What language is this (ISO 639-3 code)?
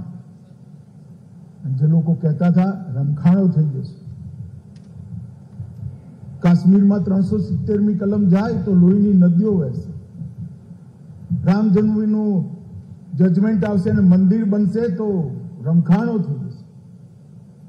guj